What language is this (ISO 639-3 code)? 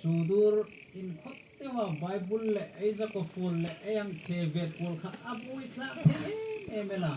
hmr